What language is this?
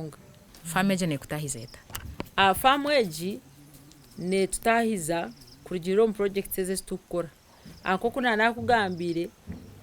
Nyankole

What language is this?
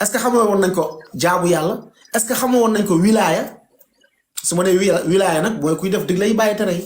Wolof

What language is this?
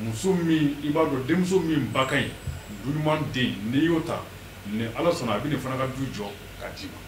Bambara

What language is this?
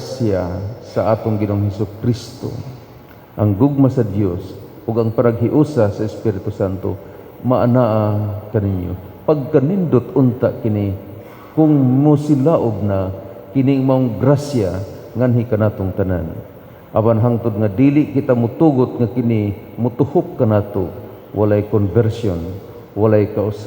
Cebuano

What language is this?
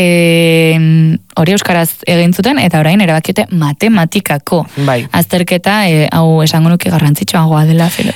Basque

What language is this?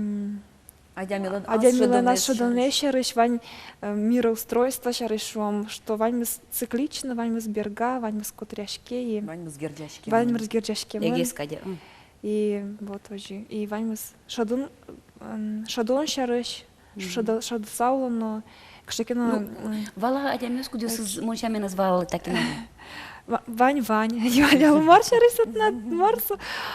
Udmurt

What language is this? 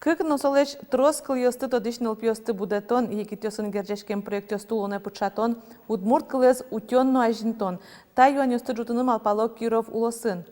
Udmurt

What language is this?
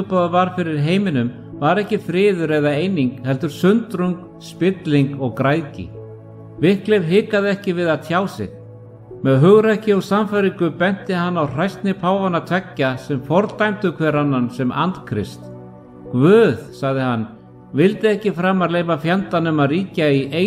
Icelandic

